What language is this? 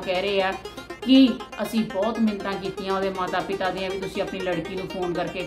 Punjabi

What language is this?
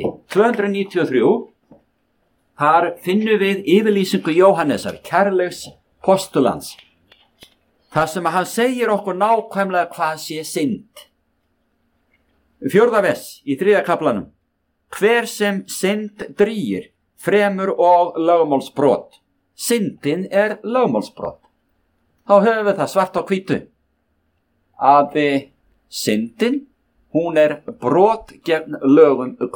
Icelandic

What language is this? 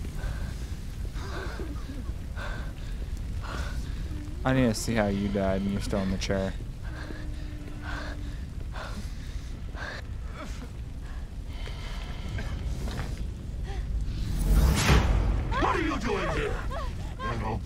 English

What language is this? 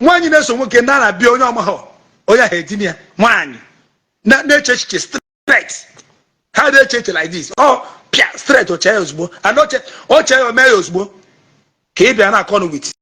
Igbo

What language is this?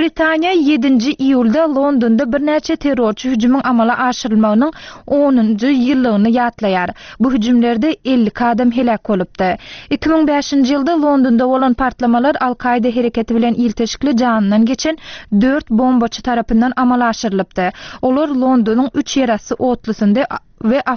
Turkmen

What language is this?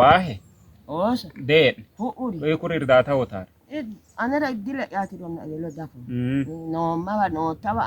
Sidamo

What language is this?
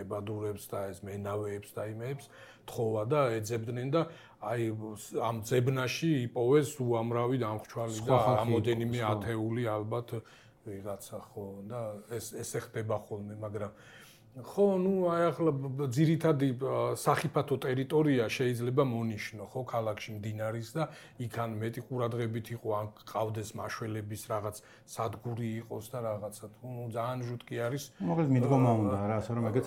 Georgian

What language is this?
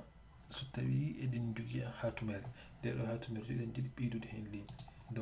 Fula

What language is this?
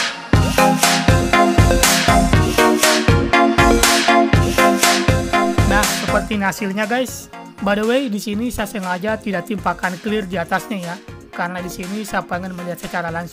Indonesian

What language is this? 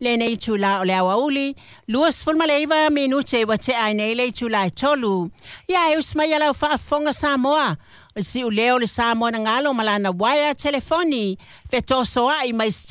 Samoan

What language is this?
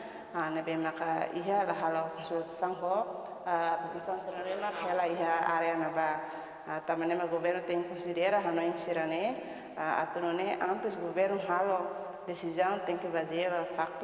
Tetum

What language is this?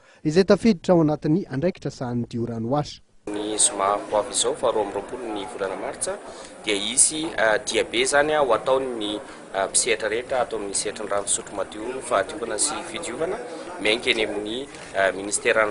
Malagasy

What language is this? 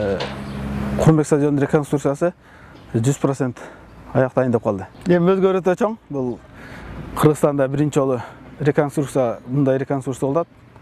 Kyrgyz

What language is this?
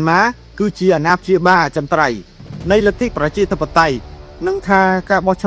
Khmer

